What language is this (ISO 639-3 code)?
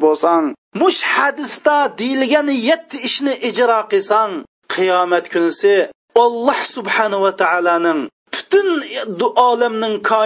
uig